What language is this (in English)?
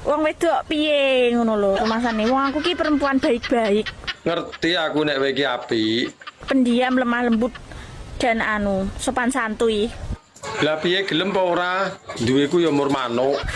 Javanese